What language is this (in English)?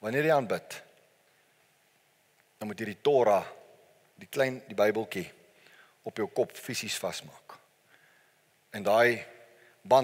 Afrikaans